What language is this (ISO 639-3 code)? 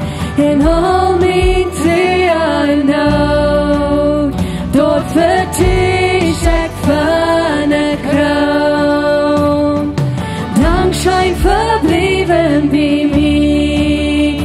pdt